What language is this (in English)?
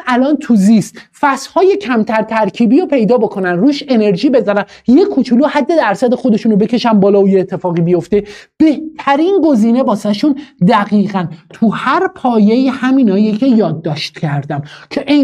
Persian